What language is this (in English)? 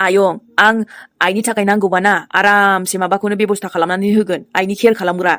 Bodo